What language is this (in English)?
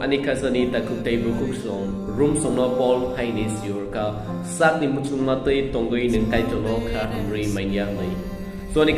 Kok Borok